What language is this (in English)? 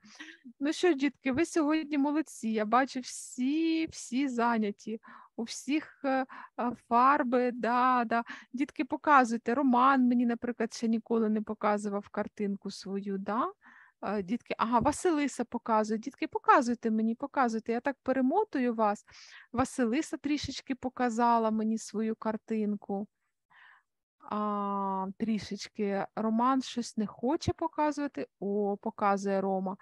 Ukrainian